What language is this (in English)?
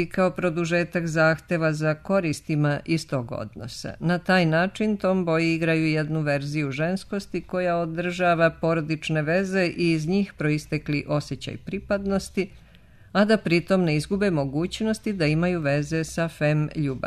Serbian